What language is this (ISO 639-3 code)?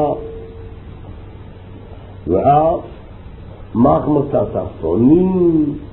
heb